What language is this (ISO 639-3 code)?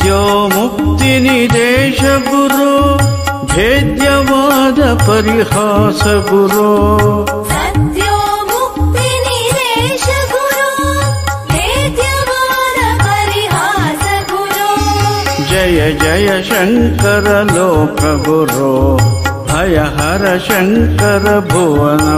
san